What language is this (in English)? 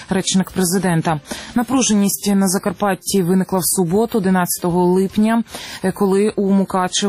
Ukrainian